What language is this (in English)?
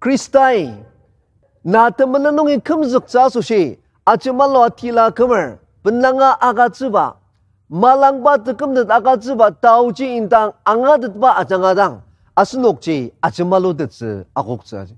Ao Naga